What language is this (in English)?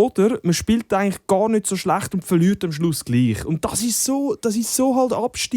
Swiss German